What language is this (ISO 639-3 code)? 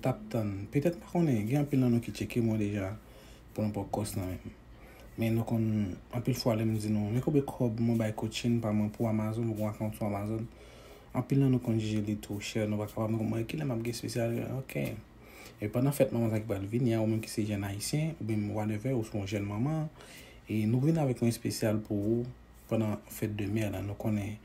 hat